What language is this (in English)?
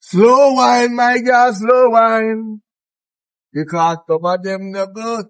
Jamaican Creole English